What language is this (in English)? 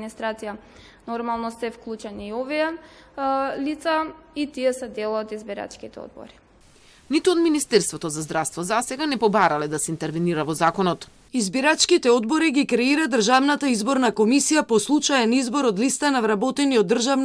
Macedonian